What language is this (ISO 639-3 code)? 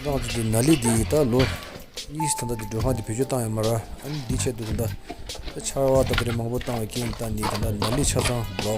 bod